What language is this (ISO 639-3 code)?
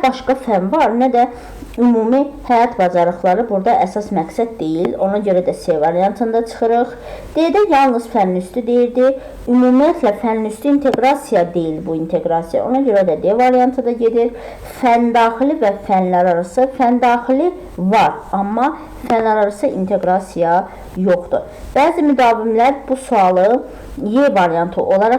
aze